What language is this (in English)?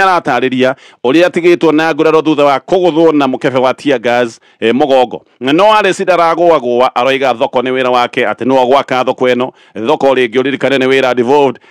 Kikuyu